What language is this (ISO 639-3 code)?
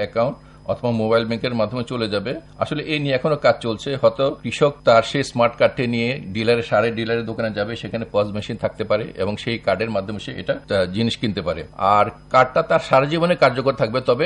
ben